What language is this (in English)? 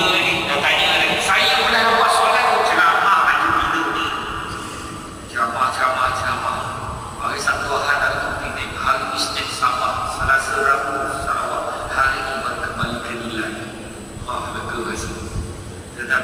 Malay